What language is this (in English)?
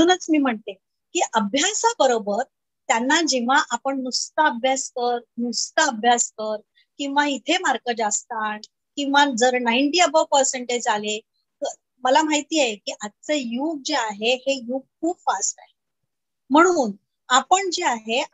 Marathi